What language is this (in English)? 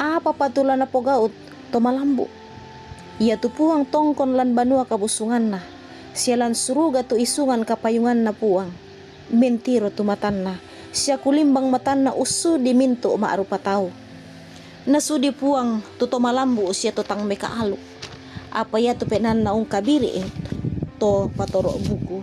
Toraja-Sa'dan